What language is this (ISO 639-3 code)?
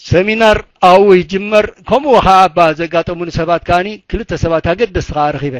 tir